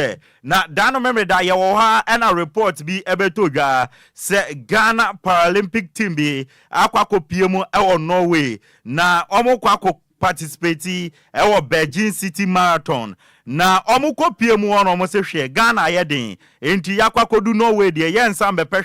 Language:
Akan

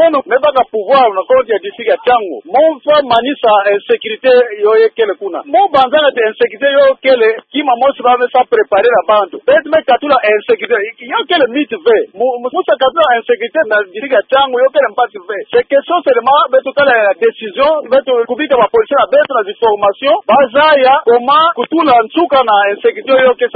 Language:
Kituba (Democratic Republic of Congo)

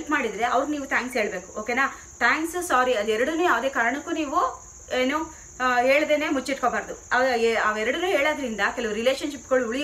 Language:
Kannada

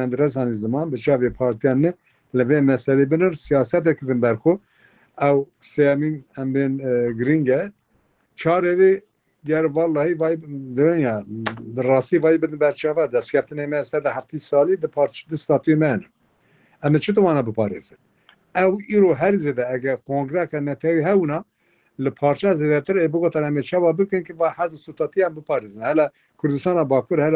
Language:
Kurdish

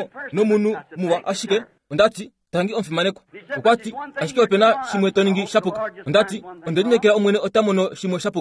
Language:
Kuanyama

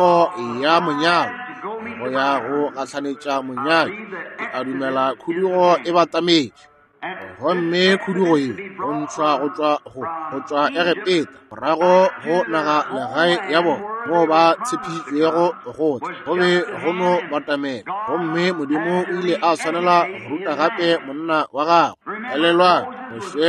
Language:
Northern Sotho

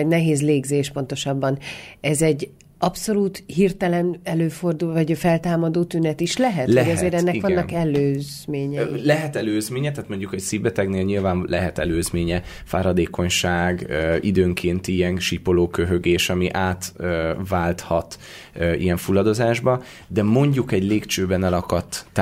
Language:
Hungarian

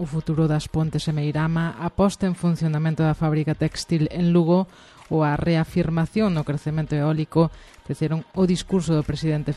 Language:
Galician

